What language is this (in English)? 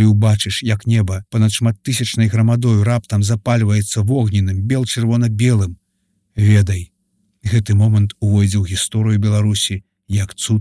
Belarusian